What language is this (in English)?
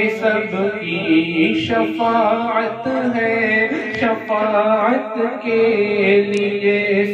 Urdu